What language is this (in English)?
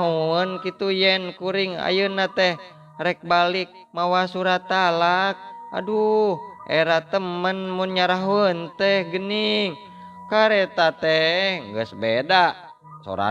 Sundanese